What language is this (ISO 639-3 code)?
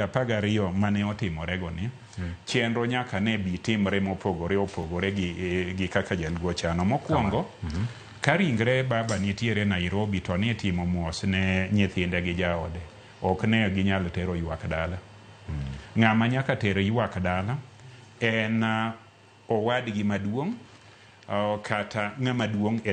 luo